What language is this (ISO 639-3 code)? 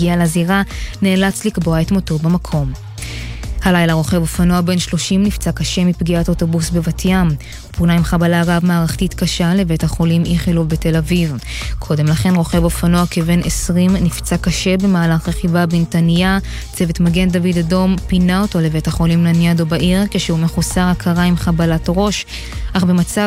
heb